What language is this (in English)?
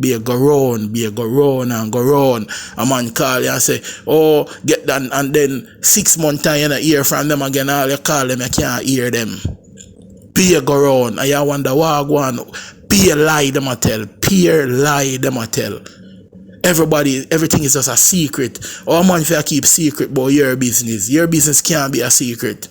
Jamaican Creole English